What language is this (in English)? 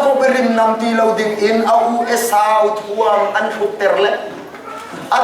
Hakha Chin